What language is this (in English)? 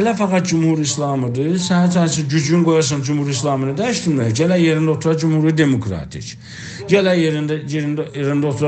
South Azerbaijani